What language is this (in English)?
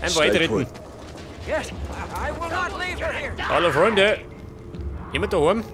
Bavarian